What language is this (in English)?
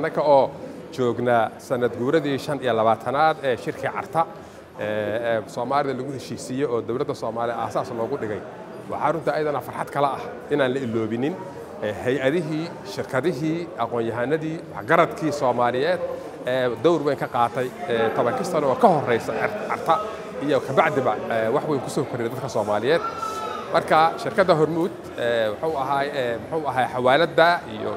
Somali